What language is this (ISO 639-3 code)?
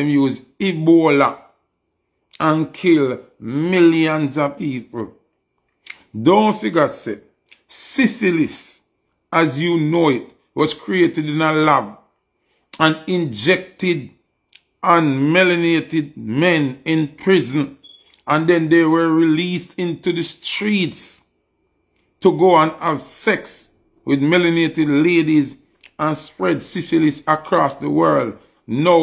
jam